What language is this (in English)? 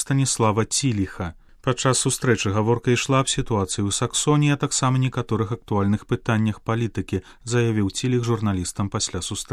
Belarusian